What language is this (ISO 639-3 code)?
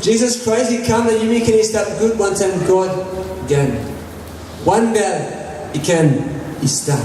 tpi